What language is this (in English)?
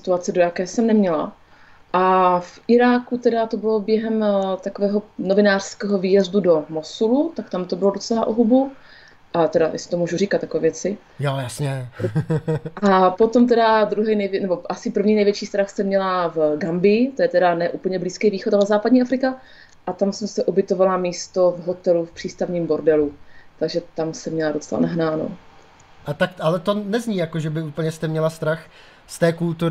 Czech